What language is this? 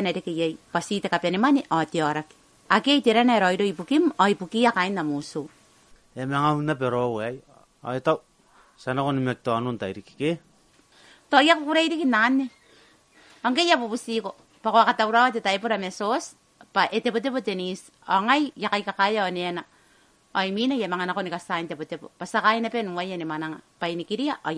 Gilbertese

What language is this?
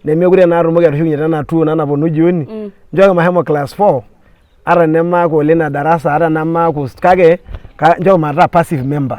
Masai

